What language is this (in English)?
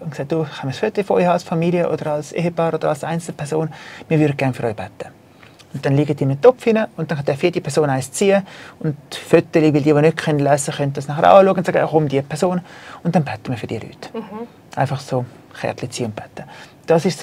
Swiss German